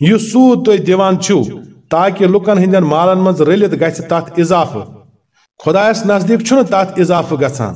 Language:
Kashmiri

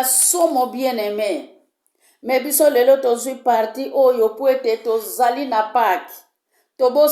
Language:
Lingala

